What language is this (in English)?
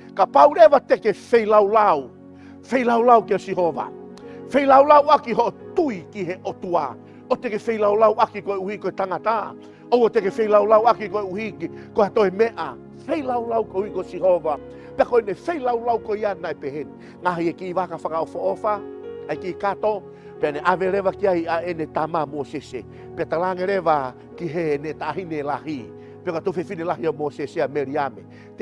Tongan